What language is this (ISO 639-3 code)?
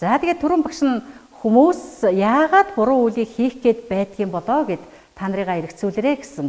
mon